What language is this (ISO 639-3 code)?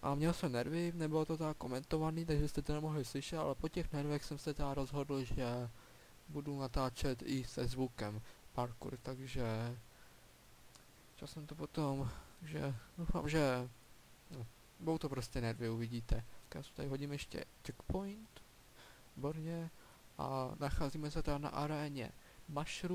ces